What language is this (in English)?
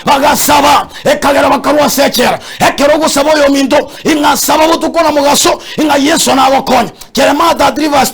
Gusii